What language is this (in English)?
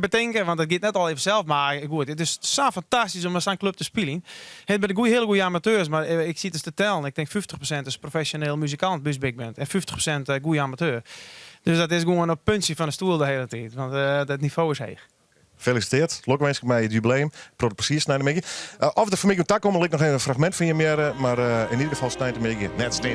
Western Frisian